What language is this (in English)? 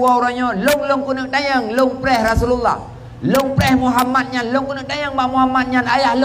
Achinese